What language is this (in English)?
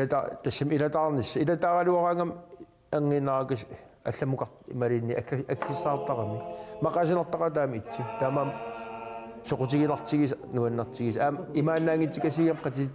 Kalaallisut